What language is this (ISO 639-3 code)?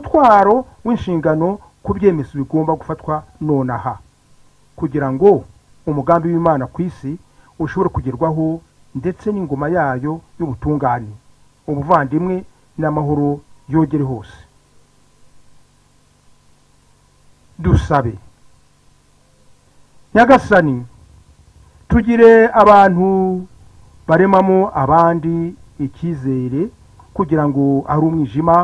kin